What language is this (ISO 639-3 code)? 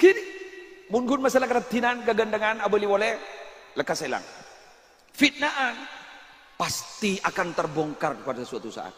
mad